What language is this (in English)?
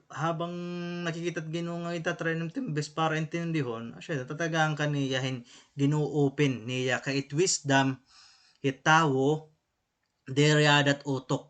Waray